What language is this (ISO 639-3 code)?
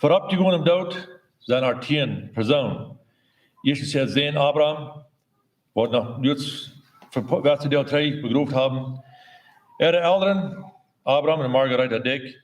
pdt